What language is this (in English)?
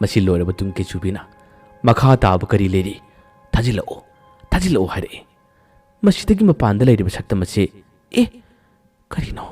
Manipuri